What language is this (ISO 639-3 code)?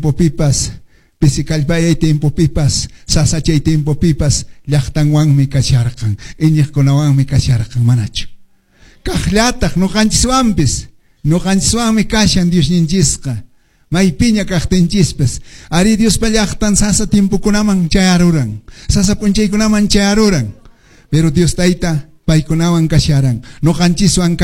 que